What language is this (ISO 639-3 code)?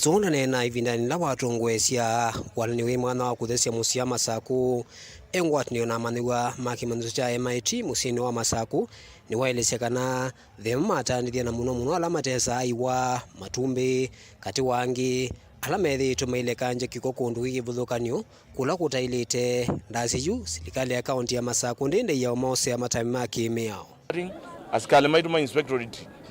kam